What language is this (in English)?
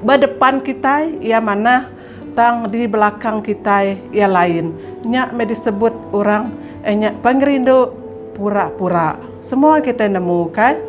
Iban